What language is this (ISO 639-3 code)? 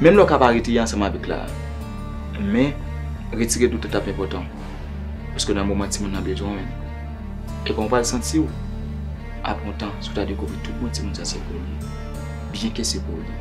hat